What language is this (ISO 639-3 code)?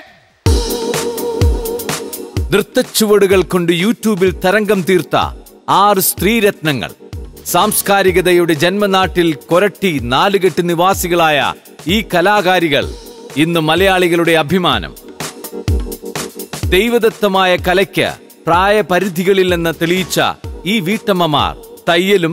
mal